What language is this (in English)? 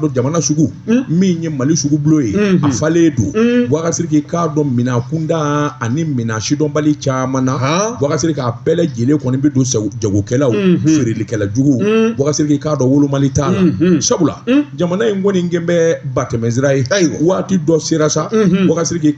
Bambara